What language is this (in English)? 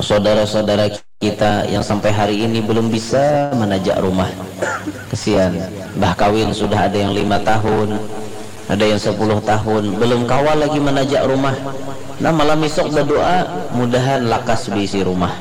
Banjar